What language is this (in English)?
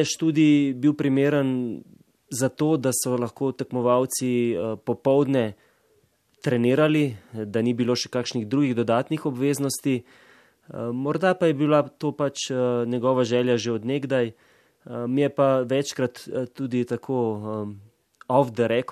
Slovenian